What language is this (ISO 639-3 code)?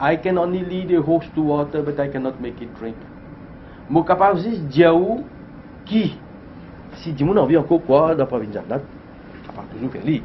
mfe